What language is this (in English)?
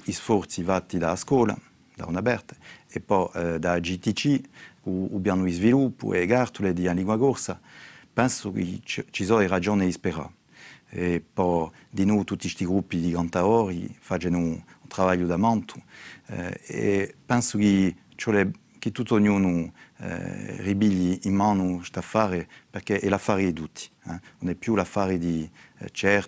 Corsican